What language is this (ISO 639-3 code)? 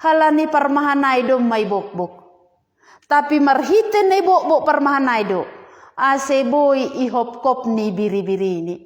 bts